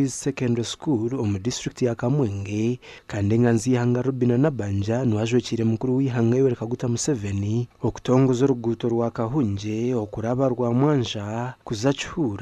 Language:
Nyankole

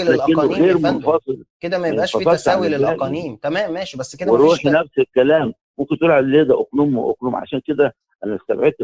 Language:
Egyptian Arabic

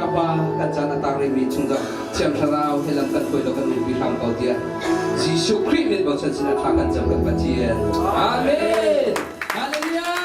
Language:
Hakha Chin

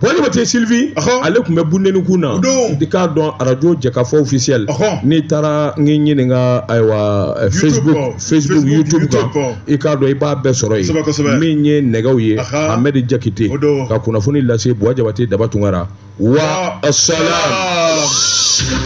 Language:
Bambara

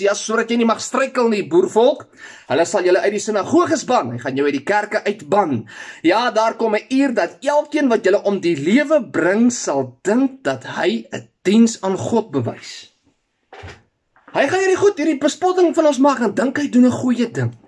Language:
Afrikaans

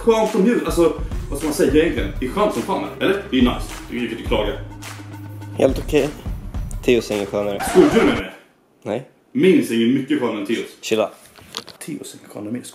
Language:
Swedish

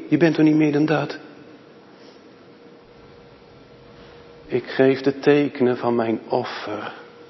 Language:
Dutch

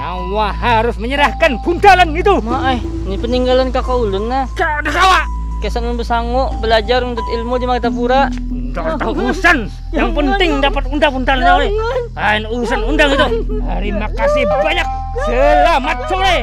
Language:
Banjar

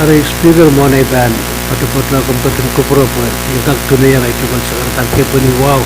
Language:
Pohnpeian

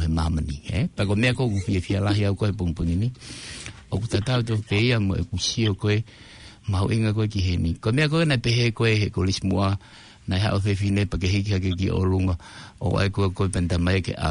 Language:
Tongan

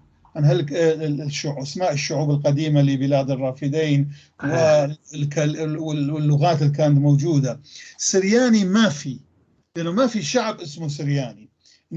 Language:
North Levantine Arabic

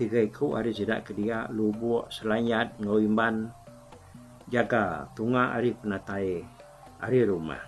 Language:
Iban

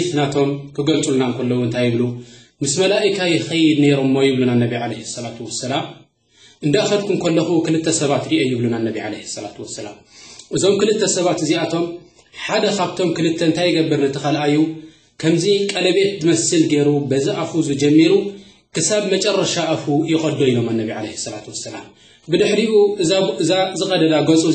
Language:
Tigrinya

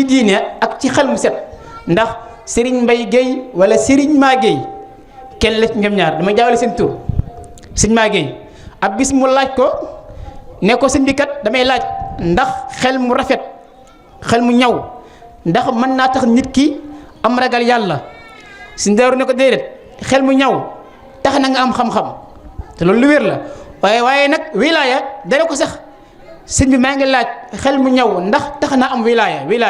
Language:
Wolof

